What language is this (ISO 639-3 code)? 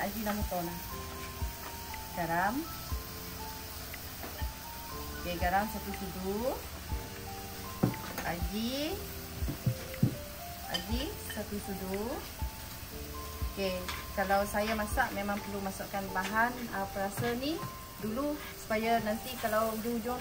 msa